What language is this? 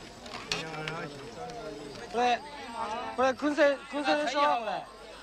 Japanese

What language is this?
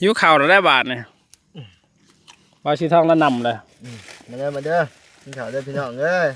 Lao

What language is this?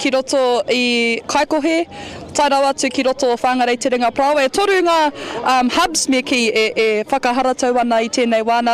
Māori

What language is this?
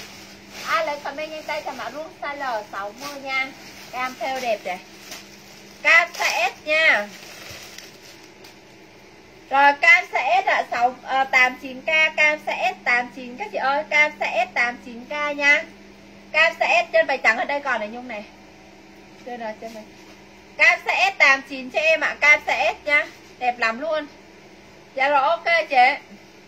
Vietnamese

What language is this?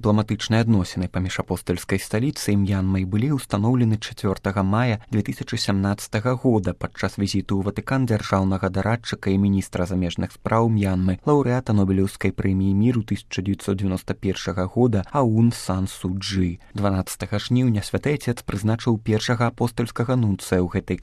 Belarusian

